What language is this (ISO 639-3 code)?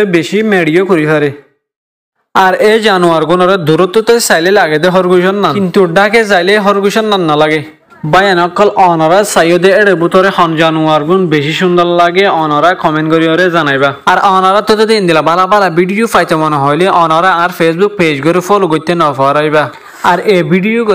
rhg